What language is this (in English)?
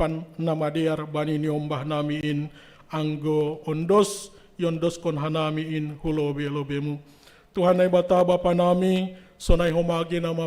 Batak Simalungun